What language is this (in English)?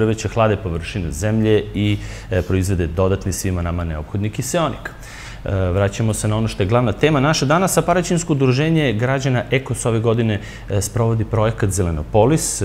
Serbian